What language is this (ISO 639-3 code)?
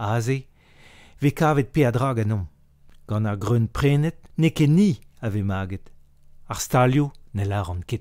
bre